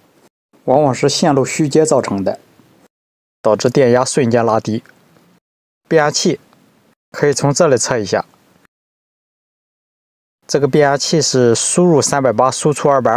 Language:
Chinese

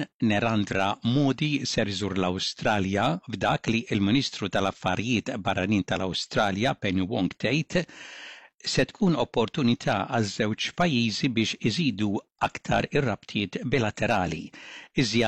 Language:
Maltese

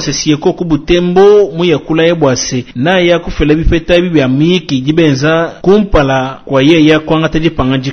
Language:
Luba-Lulua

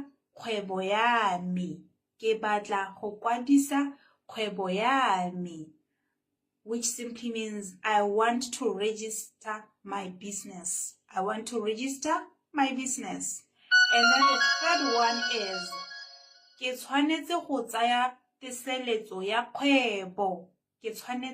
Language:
Tswana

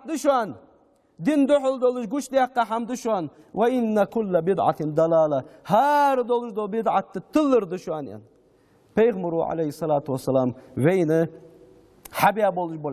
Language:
Ingush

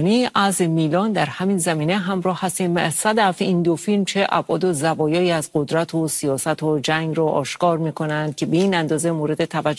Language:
Persian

